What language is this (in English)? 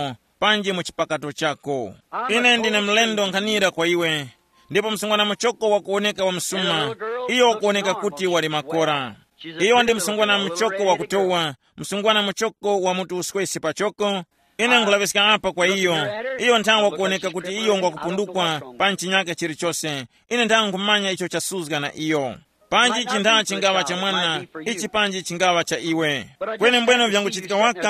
Tumbuka